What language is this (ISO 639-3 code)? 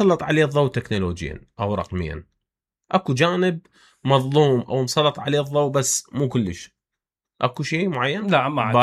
acm